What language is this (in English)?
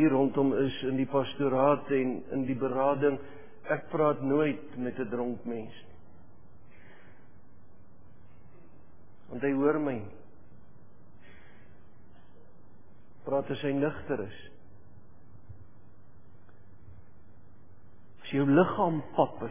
Afrikaans